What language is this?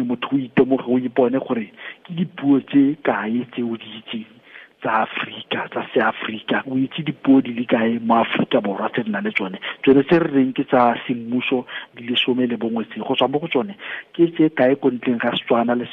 Tswana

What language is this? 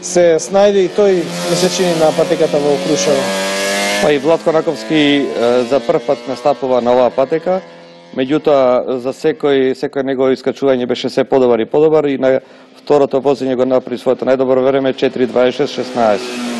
Macedonian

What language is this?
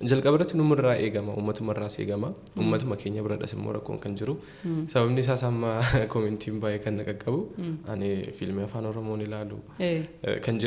Oromo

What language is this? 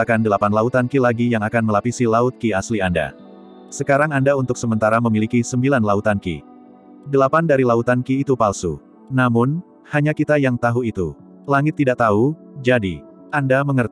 Indonesian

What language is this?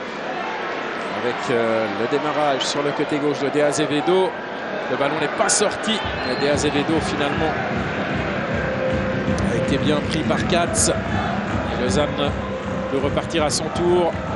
French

